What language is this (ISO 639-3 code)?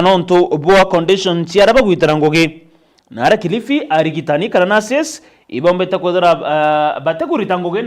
mer